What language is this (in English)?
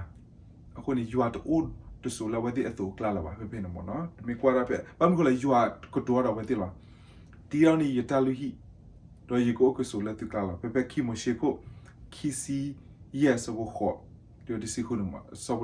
S'gaw Karen